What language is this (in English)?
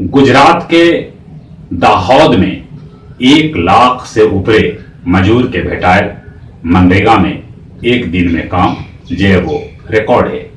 Magahi